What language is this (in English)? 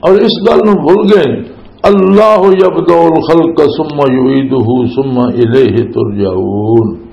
Western Panjabi